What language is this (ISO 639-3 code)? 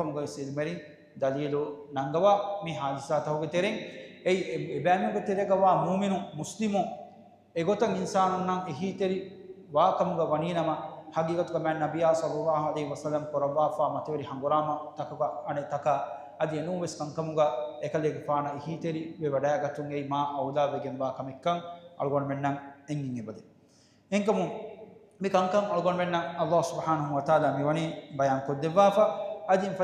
div